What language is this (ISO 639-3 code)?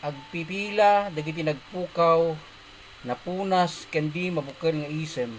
ilo